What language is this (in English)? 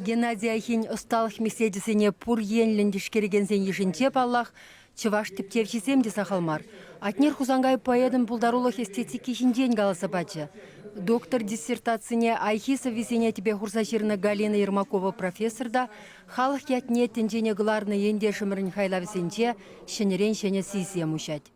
Chuvash